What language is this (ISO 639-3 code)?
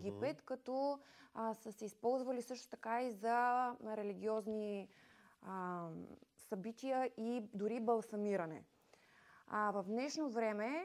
bul